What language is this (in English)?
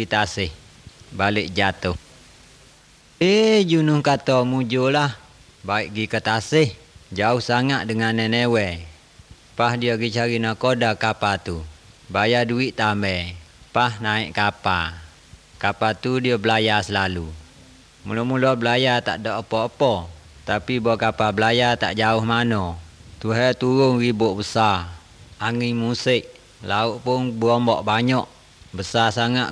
Malay